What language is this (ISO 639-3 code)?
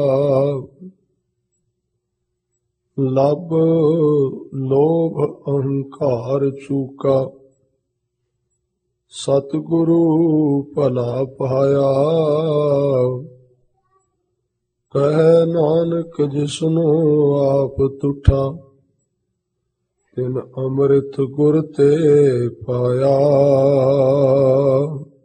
pan